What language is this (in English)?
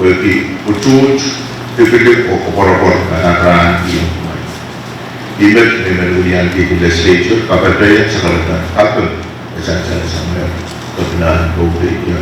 Pohnpeian